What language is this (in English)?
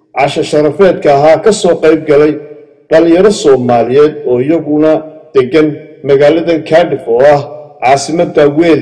Somali